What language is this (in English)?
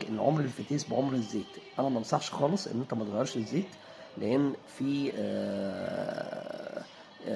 Egyptian Arabic